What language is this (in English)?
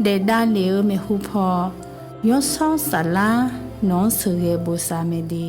Akha